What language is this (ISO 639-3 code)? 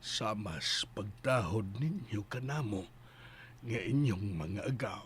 ceb